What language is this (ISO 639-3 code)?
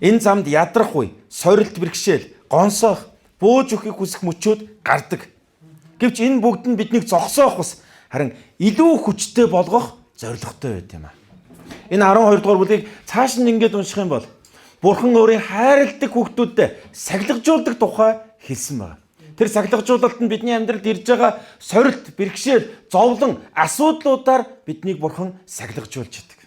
mon